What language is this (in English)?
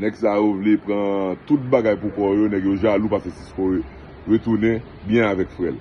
Haitian Creole